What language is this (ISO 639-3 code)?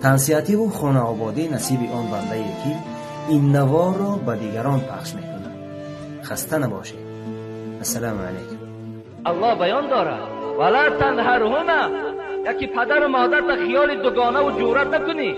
tgk